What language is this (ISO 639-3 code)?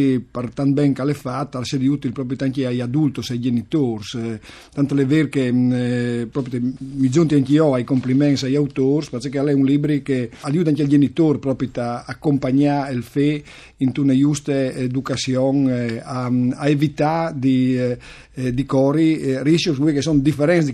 fur